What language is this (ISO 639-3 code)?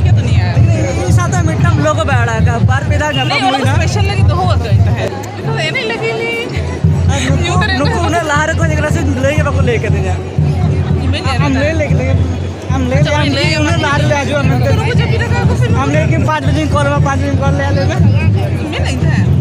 sat